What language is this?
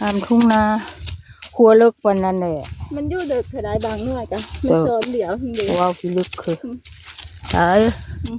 Northeastern Thai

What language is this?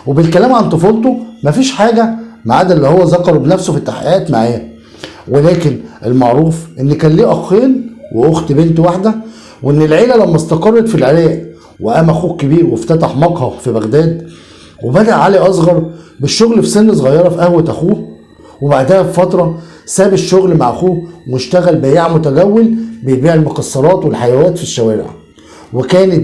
Egyptian Arabic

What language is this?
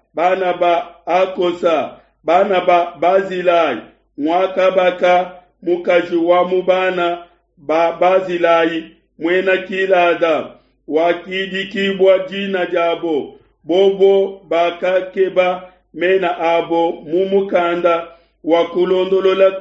Luba-Lulua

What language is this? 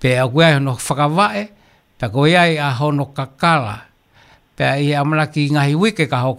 Tongan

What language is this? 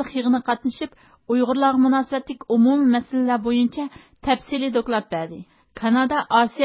Uyghur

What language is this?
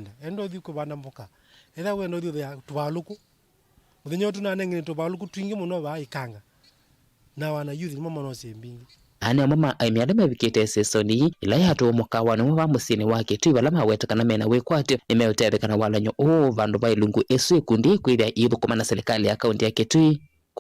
Kamba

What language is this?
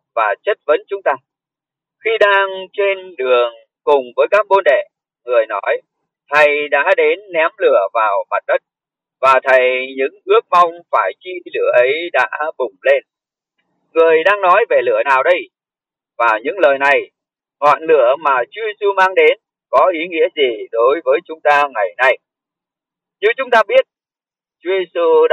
Vietnamese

